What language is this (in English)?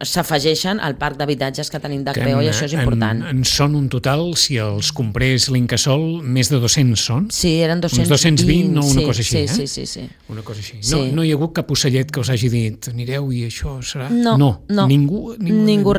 Catalan